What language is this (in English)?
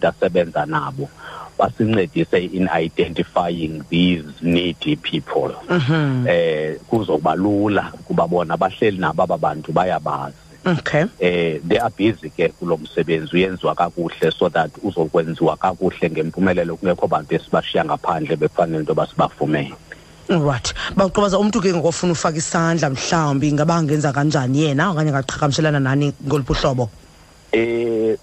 Xhosa